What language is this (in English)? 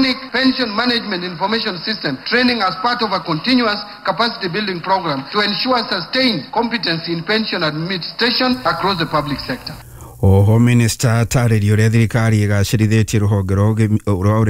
Kikuyu